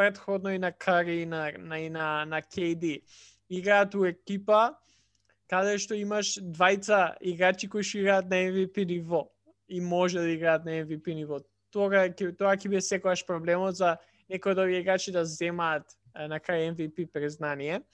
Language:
Macedonian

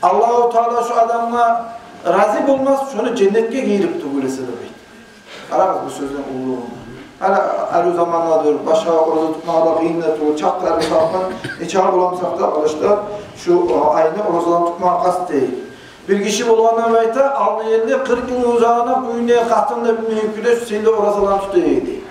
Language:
Kumyk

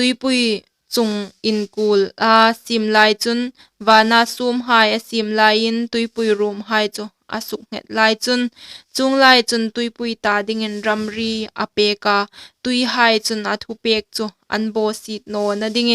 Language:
Hmar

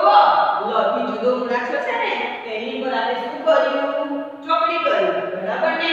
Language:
Gujarati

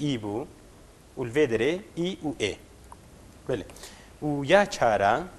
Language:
Kurdish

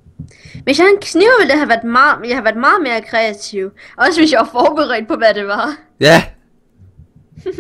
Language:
Danish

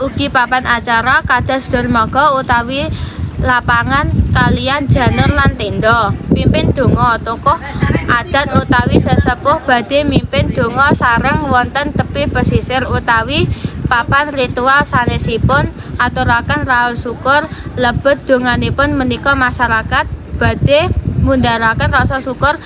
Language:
Javanese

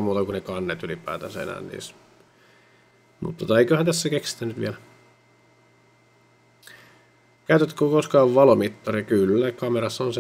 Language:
Finnish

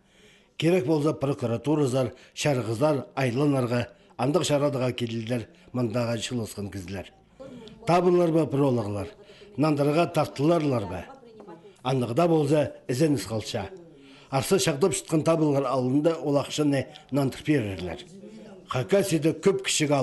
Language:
Khakas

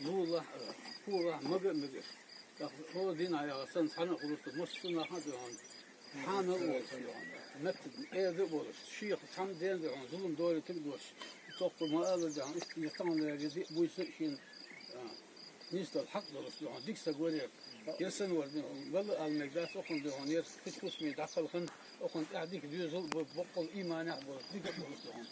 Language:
Chechen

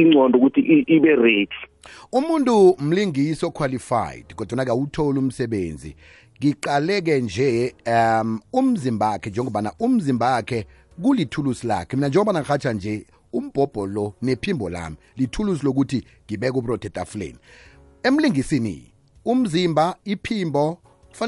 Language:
South Ndebele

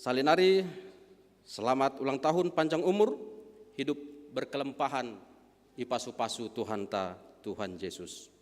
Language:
Batak Simalungun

